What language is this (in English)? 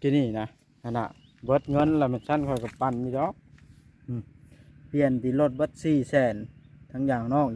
Northeastern Thai